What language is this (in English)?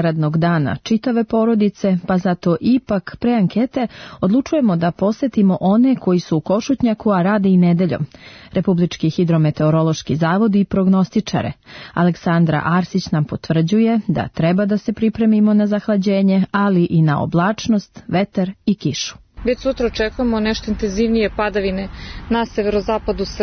Serbian